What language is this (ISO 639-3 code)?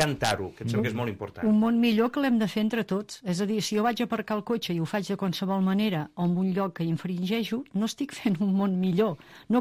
cat